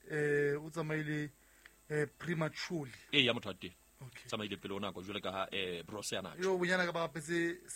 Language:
Southern Sotho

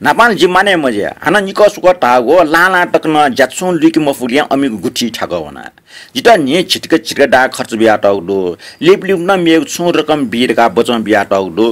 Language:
Newari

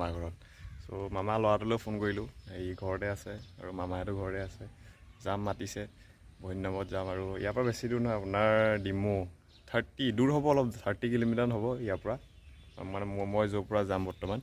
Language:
Assamese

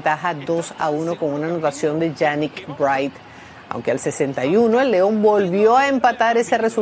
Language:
Spanish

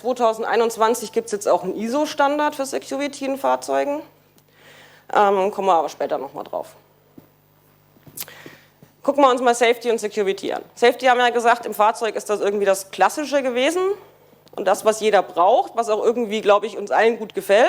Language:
German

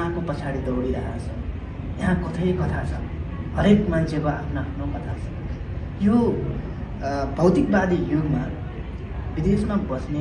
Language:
Nepali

